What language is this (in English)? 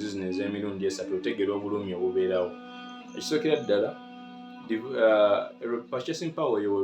Ganda